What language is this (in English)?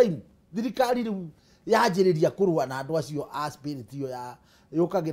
Kikuyu